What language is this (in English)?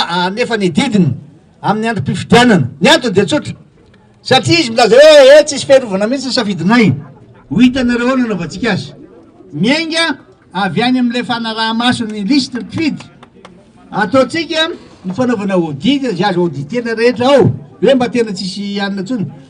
Malagasy